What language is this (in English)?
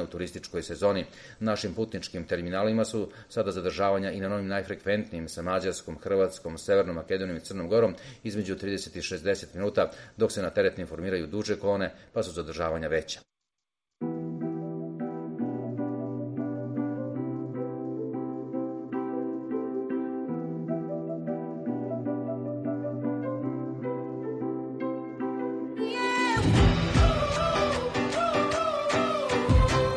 Serbian